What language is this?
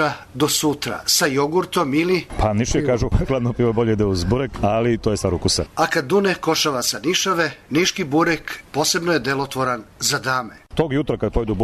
Serbian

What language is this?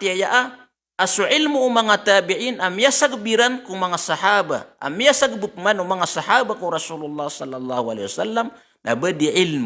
Maranao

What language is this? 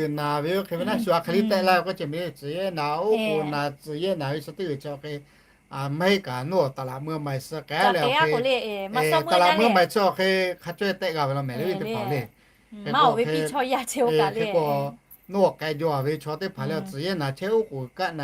Lahu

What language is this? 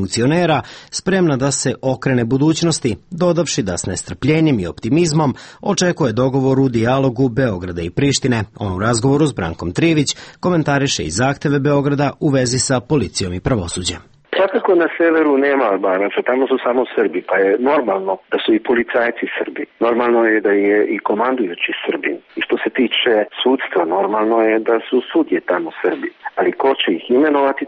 Serbian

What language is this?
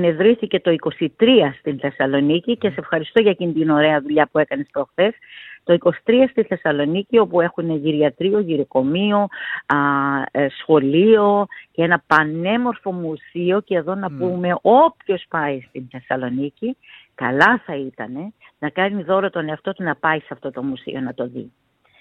Greek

